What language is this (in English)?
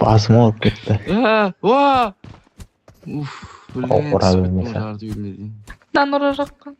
Kara-Kalpak